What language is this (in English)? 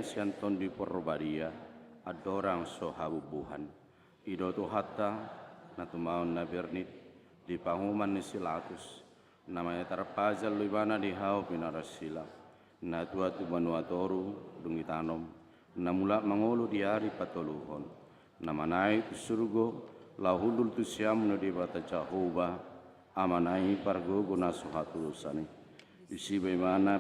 Batak Toba